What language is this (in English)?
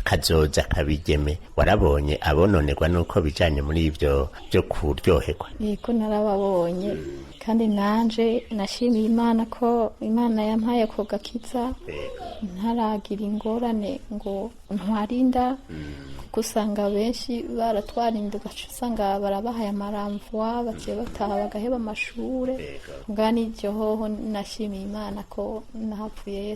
Rundi